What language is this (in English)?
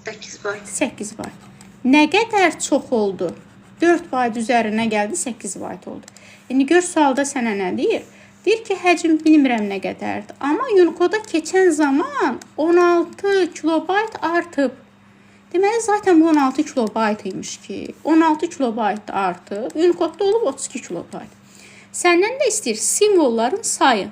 Azerbaijani